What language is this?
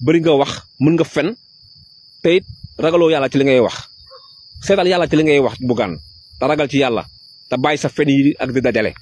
Wolof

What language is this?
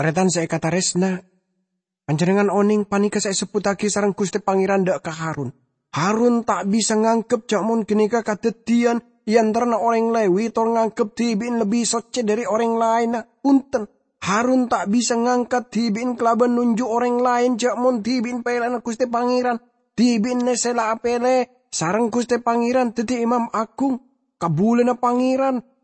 Madurese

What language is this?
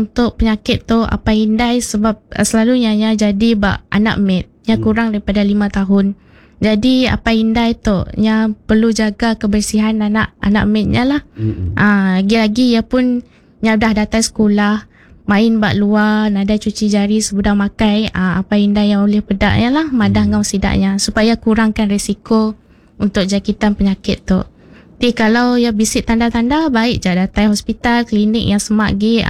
Iban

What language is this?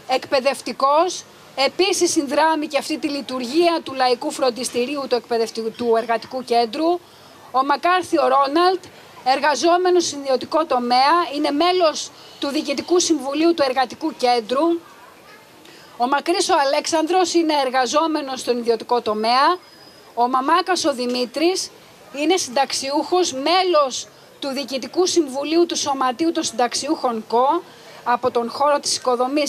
Greek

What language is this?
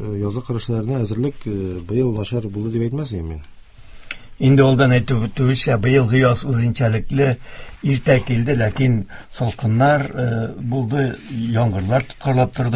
Tatar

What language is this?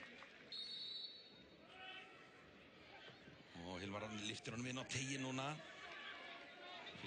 Icelandic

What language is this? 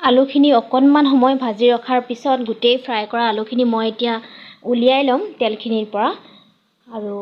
Assamese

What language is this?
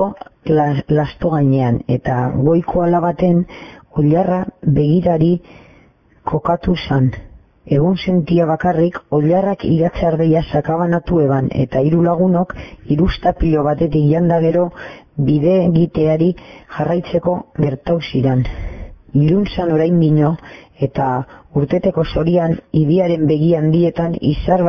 Basque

